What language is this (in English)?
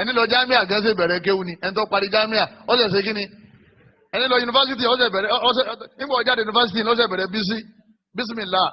Yoruba